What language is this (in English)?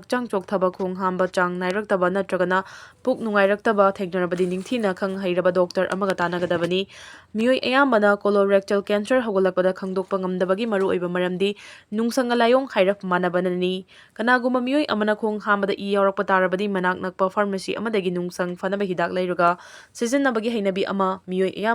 Manipuri